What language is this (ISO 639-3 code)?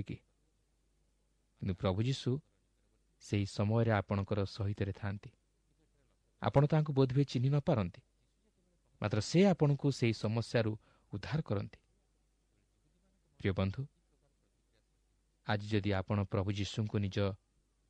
ori